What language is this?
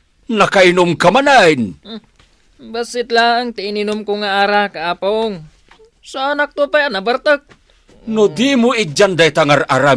Iloko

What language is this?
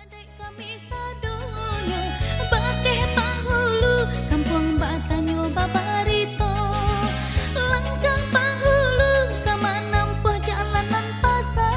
Minangkabau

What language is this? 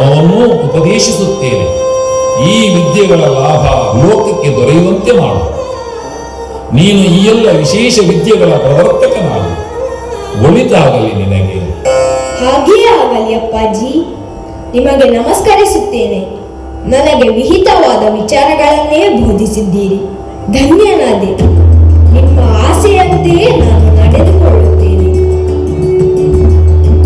Kannada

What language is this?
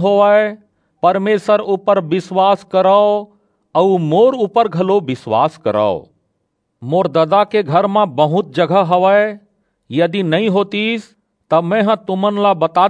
Chhattisgarhi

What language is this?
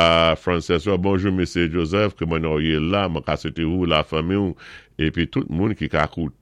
Saint Lucian Creole French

